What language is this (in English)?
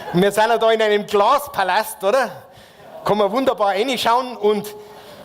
Bavarian